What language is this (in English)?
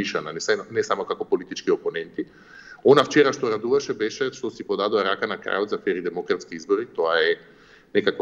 Macedonian